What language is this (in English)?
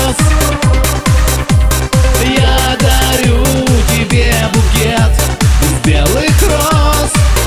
Russian